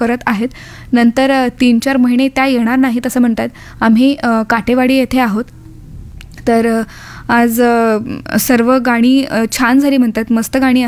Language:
Marathi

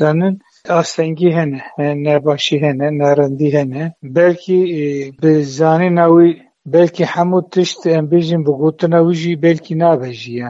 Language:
Kurdish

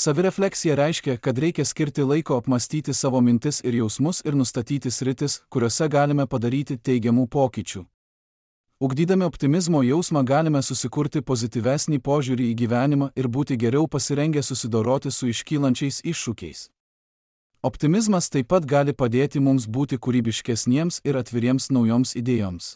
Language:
Lithuanian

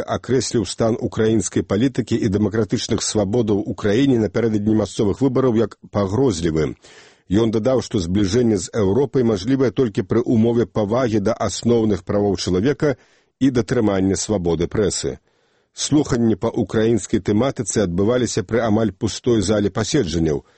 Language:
Belarusian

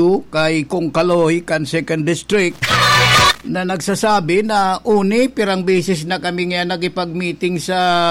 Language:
Bikol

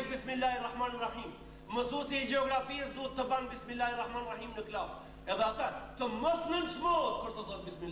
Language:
Albanian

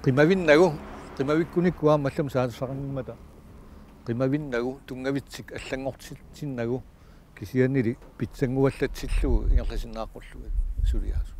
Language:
Kalaallisut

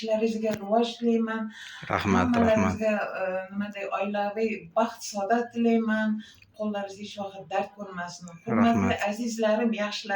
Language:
Uzbek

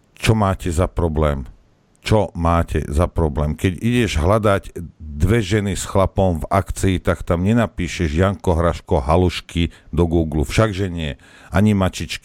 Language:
Slovak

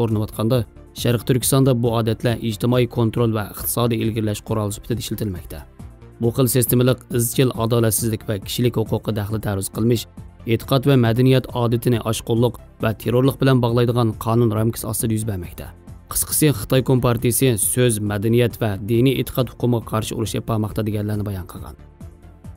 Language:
Uyghur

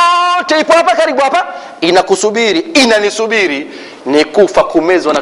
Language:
Swahili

